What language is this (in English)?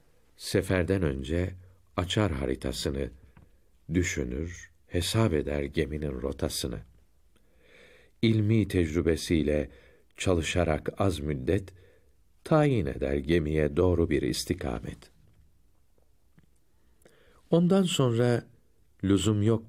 Turkish